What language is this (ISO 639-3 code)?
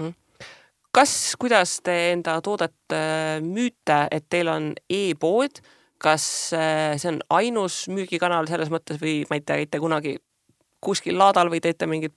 est